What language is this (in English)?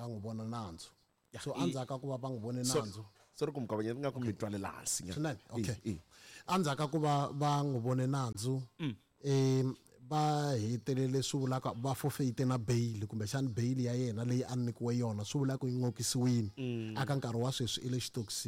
Tsonga